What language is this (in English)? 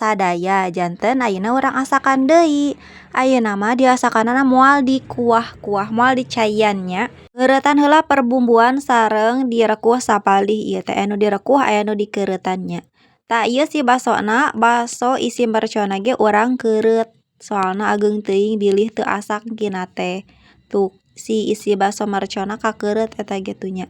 Sundanese